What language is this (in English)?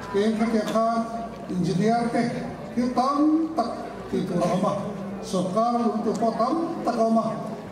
Mizo